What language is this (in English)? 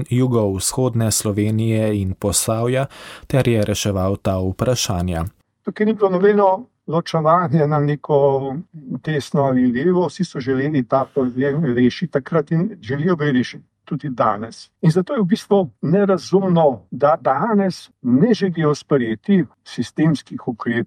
Slovenian